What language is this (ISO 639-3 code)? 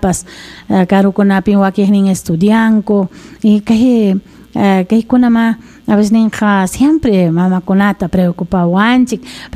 quy